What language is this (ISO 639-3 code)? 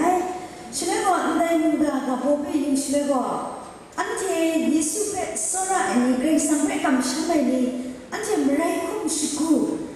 kac